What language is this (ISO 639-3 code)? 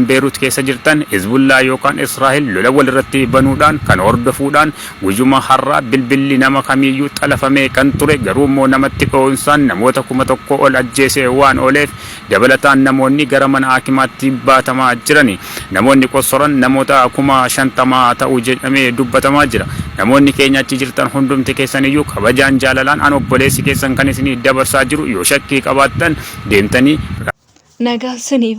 orm